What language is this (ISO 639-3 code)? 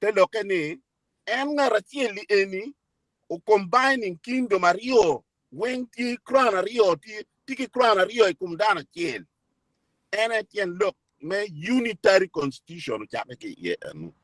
ach